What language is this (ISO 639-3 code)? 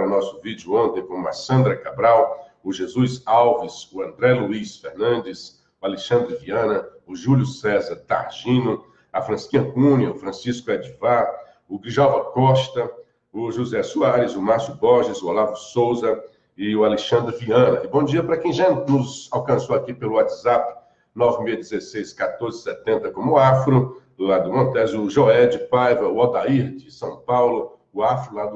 por